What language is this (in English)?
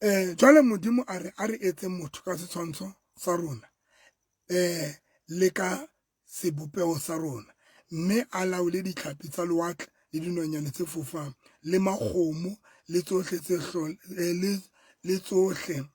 Southern Sotho